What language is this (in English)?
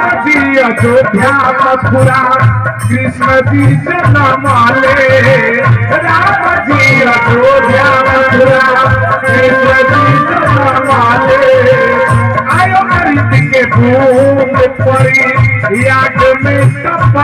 Bhojpuri